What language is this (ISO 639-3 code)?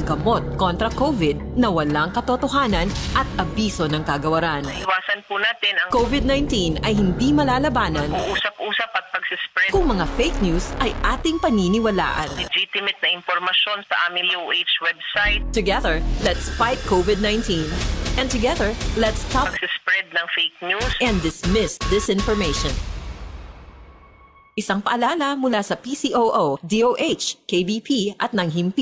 fil